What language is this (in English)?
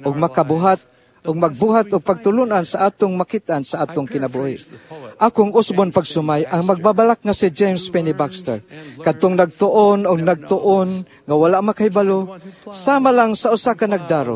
Cebuano